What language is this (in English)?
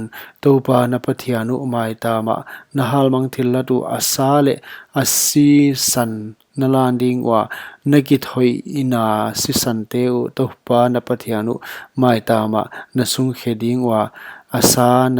Paite Chin